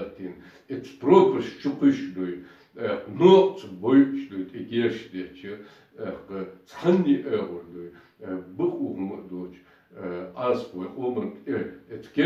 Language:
Chechen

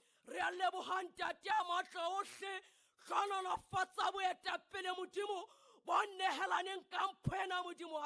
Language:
Southern Sotho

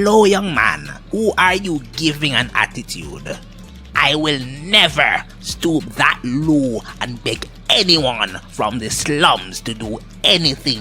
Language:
Jamaican Creole English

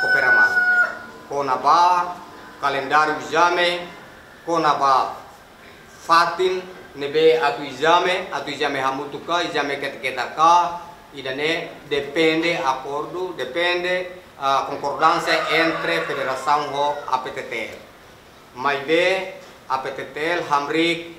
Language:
Tetum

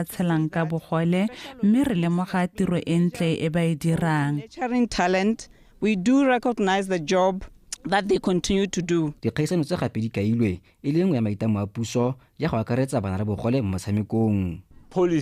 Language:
Tswana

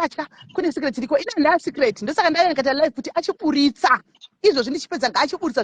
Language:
Shona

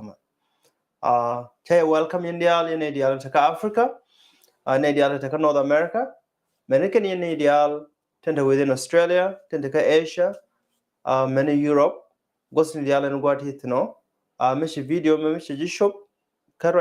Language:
Nuer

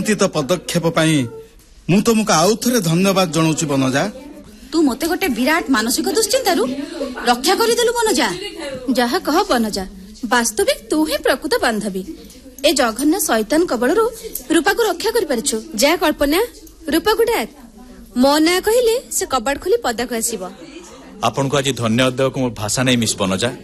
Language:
Odia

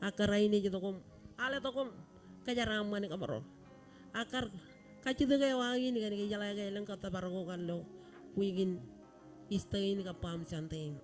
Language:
Marshallese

